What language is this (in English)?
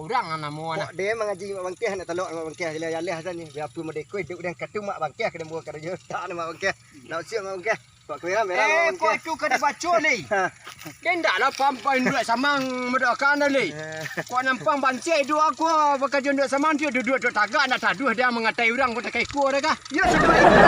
Minangkabau